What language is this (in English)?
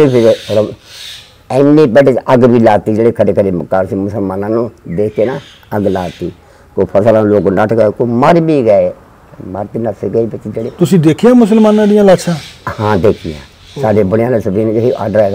Punjabi